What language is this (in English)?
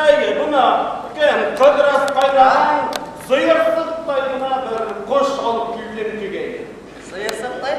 Bashkir